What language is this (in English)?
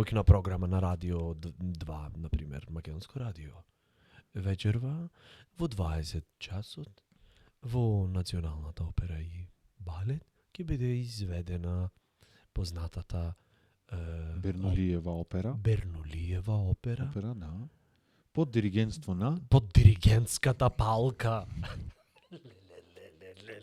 Macedonian